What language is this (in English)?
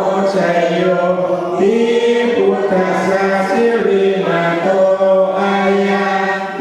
Pali